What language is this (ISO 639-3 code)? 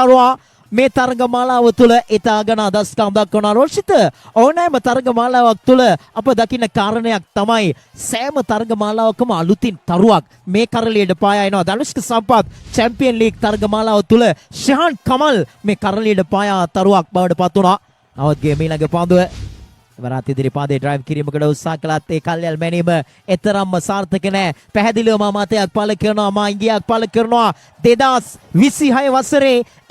sin